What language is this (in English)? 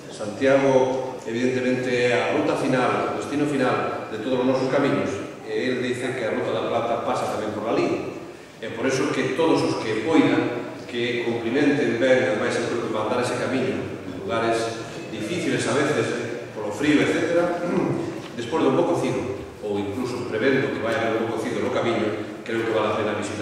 Galician